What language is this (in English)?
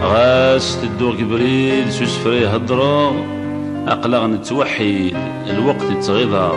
Kabyle